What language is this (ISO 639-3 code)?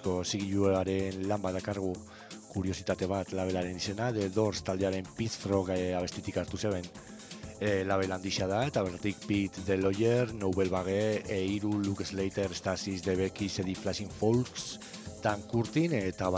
eus